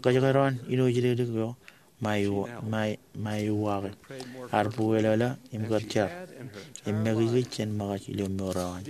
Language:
Marshallese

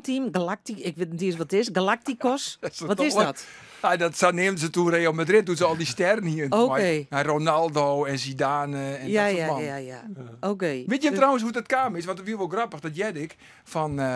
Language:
Western Frisian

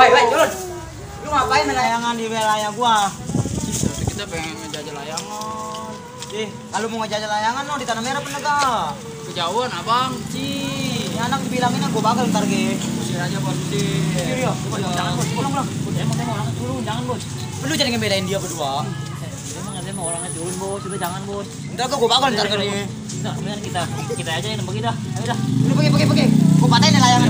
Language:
Betawi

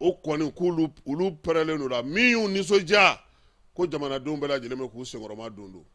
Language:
Bambara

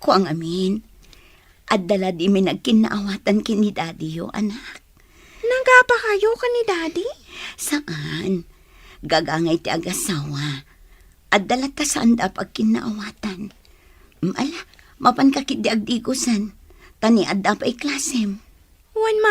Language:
Iloko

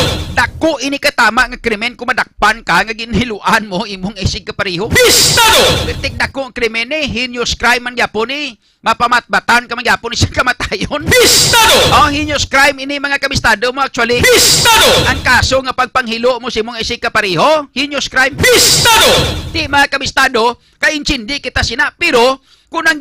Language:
Hiligaynon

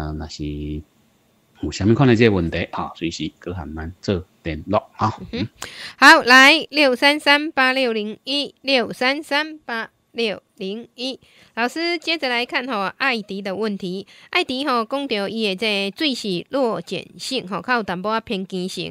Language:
Min Nan Chinese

